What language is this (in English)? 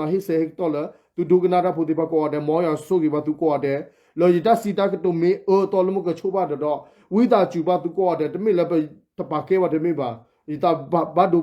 S'gaw Karen